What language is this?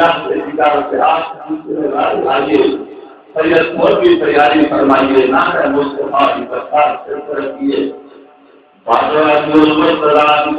Saraiki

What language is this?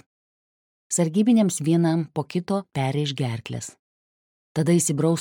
Lithuanian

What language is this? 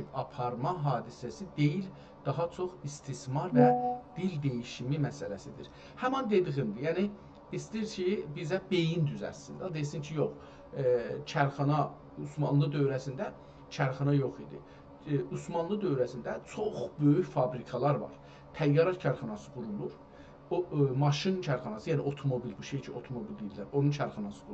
South Azerbaijani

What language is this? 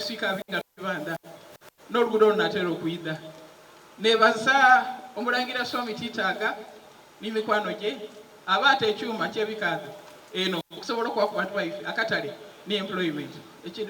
Soga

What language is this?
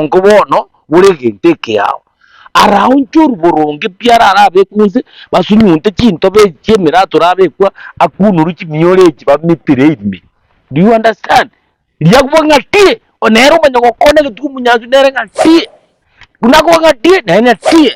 Gusii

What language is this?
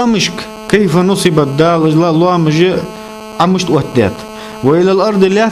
Ingush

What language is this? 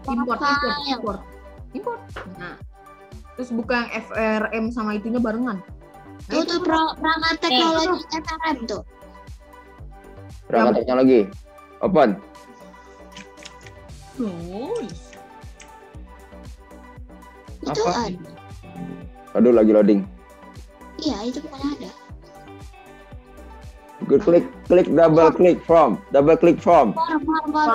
Indonesian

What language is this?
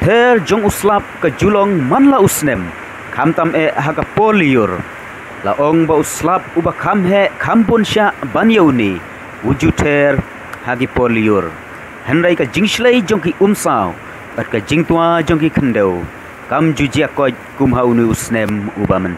Khasi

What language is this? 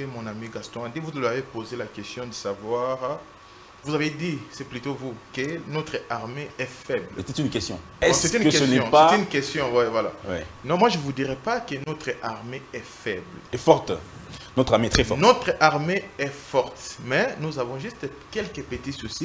French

